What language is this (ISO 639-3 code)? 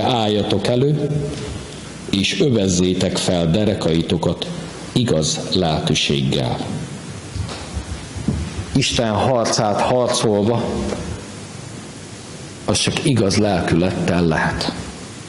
hun